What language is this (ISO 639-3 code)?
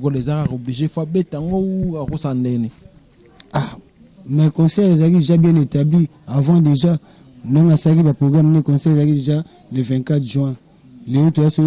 lin